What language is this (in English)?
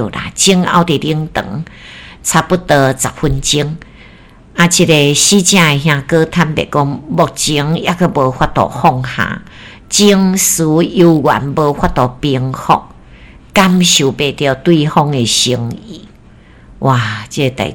Min Nan Chinese